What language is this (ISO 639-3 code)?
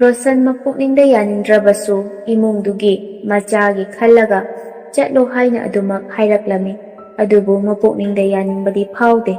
mni